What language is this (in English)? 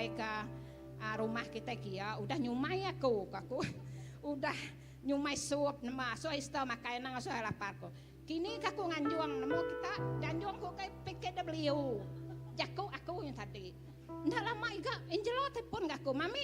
Iban